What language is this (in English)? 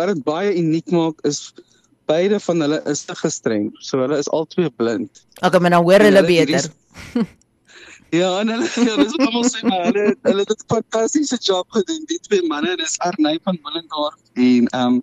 Afrikaans